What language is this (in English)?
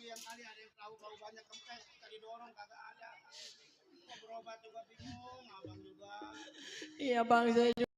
Betawi